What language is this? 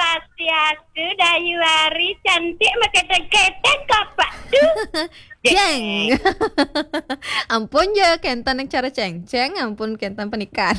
Balinese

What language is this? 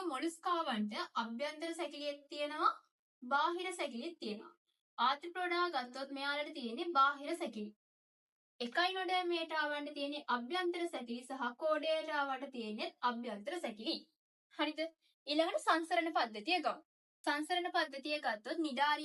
Sinhala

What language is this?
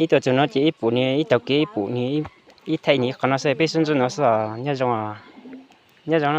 Hmong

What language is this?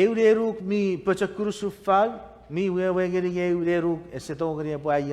Chuukese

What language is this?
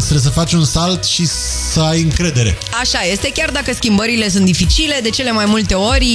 Romanian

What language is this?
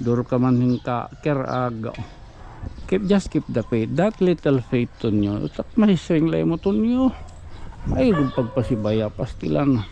Waray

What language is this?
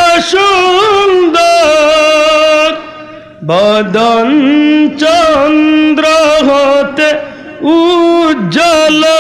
Sylheti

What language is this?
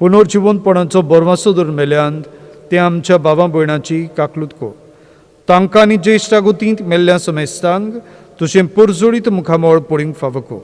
Konkani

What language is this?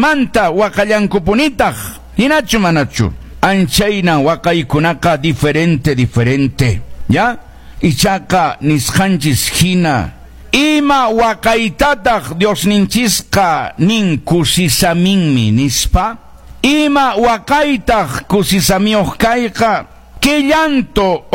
Quechua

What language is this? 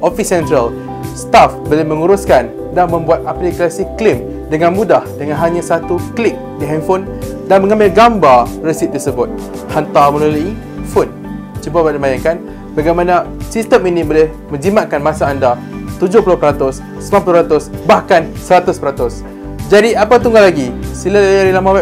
Malay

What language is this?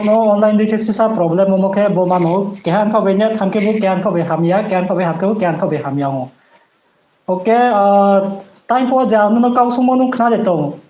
Riang (India)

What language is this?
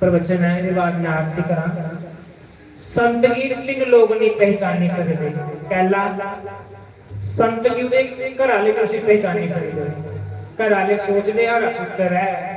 Dogri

